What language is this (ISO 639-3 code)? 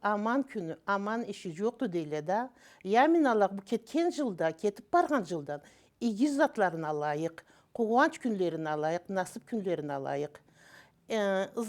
krc